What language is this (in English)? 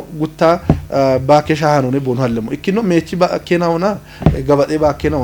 Kafa